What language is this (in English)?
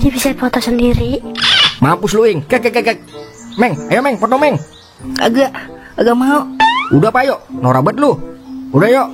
Betawi